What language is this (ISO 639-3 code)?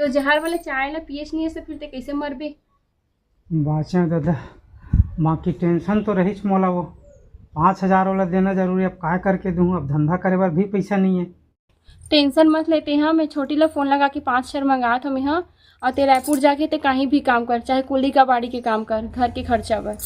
hne